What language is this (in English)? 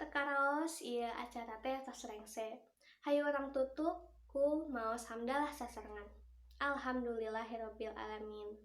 Sundanese